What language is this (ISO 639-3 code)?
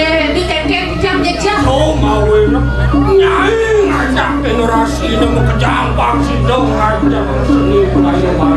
ban